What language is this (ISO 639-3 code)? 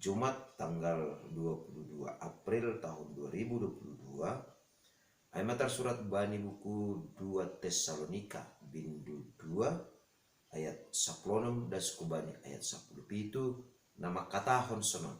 bts